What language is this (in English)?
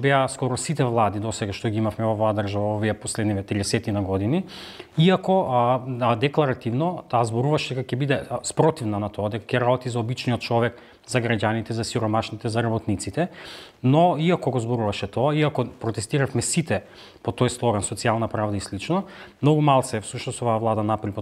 Macedonian